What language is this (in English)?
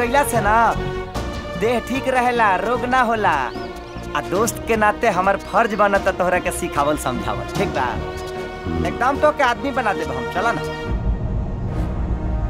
Bhojpuri